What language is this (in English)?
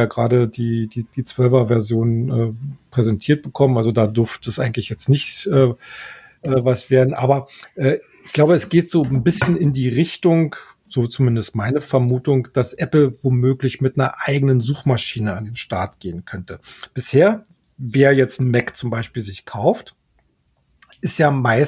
German